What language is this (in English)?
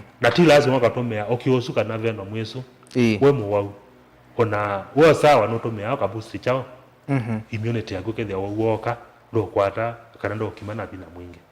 Kamba